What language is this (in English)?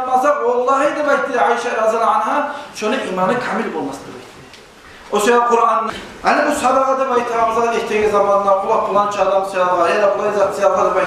Kumyk